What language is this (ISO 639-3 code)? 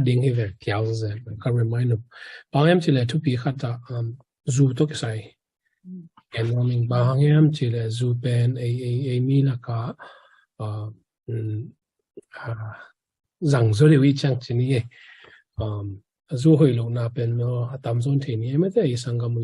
ctd